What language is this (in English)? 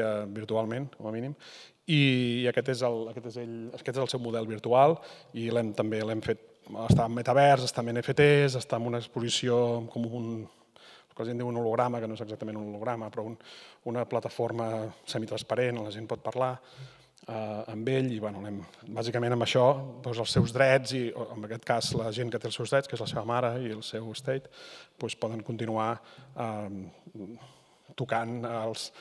Catalan